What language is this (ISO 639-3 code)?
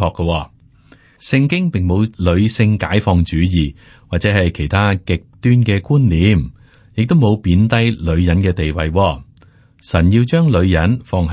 yue